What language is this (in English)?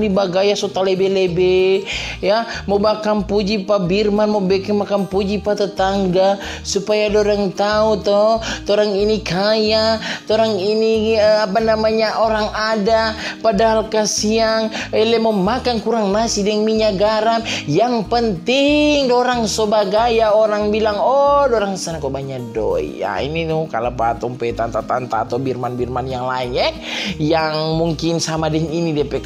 Manado Malay